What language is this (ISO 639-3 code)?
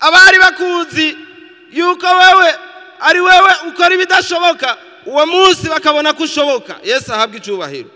run